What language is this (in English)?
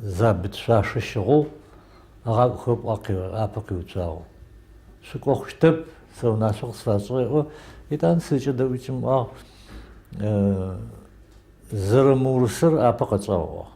Adyghe